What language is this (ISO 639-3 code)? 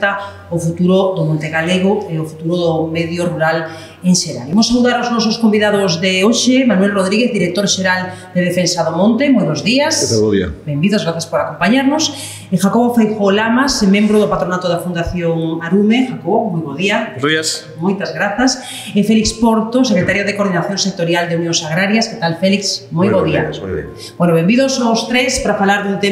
glg